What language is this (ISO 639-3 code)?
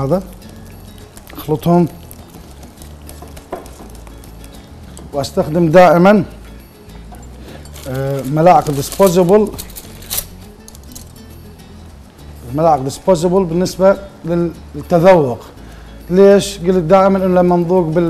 acm